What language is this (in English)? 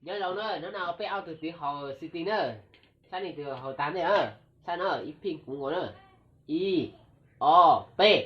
Hmong